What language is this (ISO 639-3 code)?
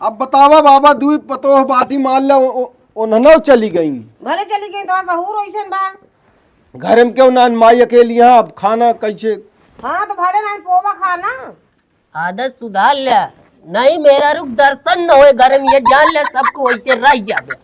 awa